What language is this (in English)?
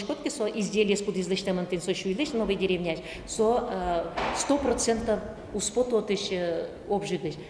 Udmurt